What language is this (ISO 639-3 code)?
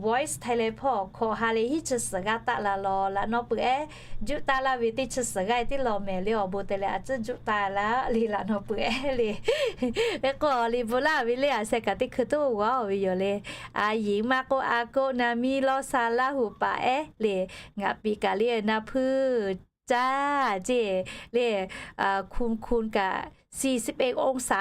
lhu